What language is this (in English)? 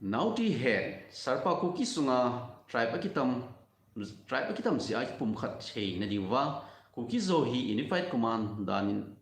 Thado Chin